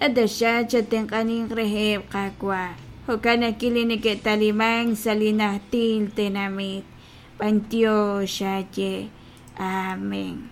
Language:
Kekchí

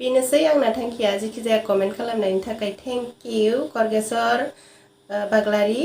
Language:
Bodo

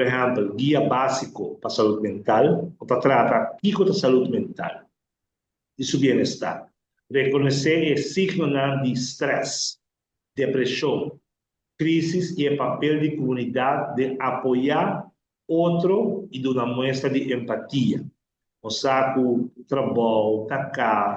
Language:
Papiamento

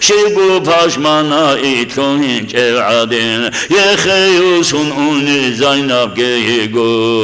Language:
Avaric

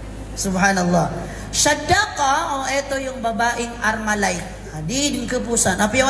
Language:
Maranao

